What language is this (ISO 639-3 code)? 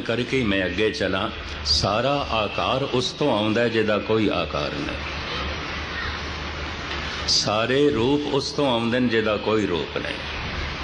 pan